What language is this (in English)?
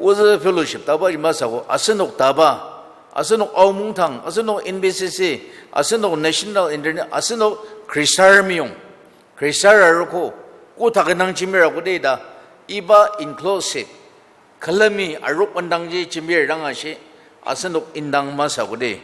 Ao Naga